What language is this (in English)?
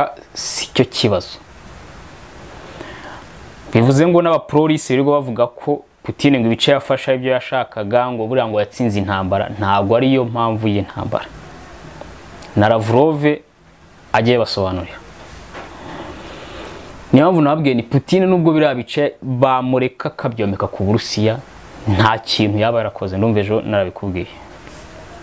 Kinyarwanda